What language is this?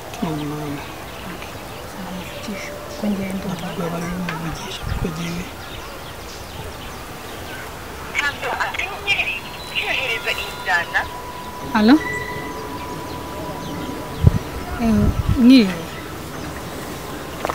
Kinyarwanda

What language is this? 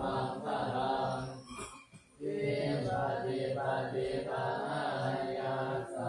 Pali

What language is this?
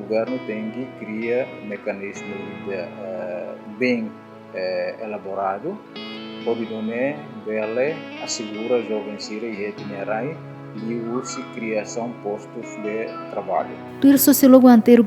Tetum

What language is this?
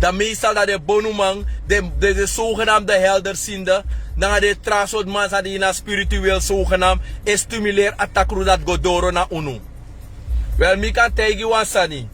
Sranan Tongo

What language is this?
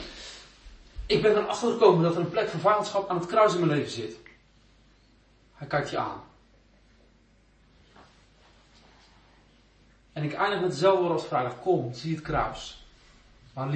Dutch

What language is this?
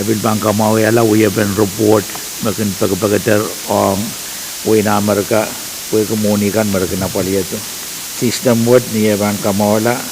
Pohnpeian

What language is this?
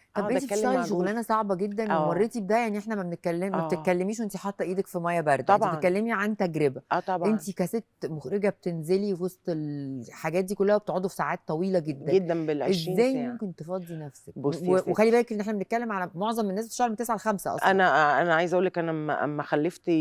Egyptian Arabic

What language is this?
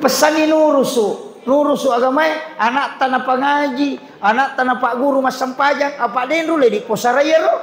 Buginese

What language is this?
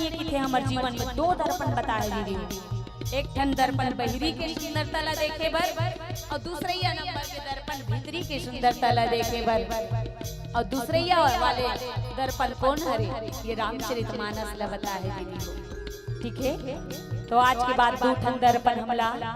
Chhattisgarhi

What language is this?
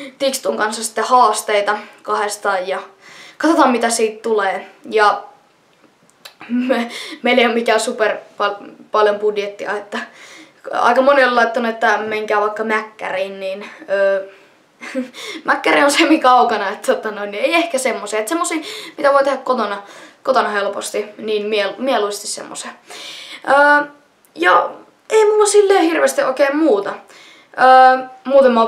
Finnish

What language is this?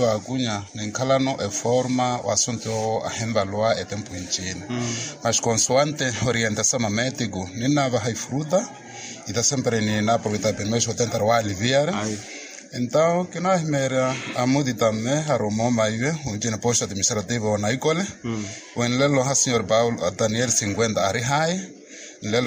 Makhuwa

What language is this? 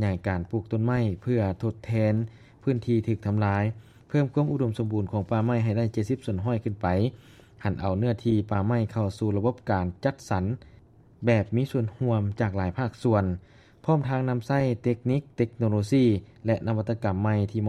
Lao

